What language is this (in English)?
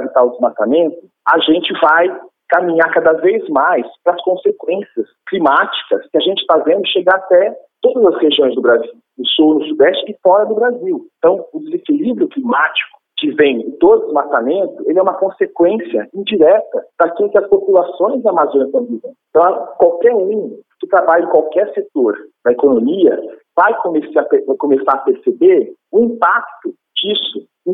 Portuguese